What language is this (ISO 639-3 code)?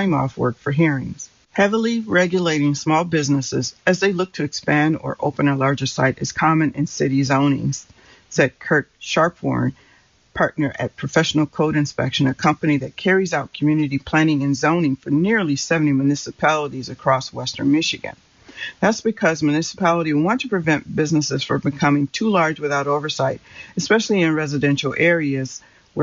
eng